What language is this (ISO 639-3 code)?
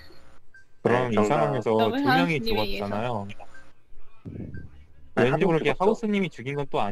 kor